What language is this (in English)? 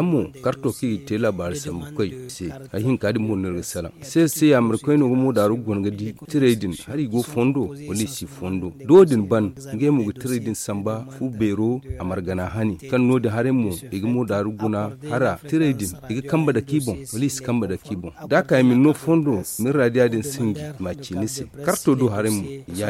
Zarma